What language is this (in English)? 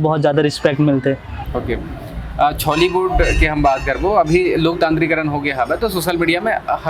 Chhattisgarhi